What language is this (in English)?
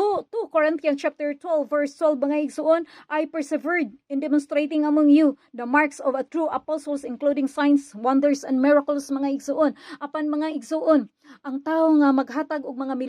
Cebuano